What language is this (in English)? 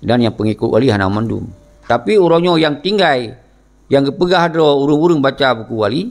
Achinese